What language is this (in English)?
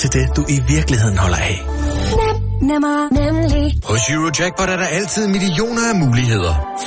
Danish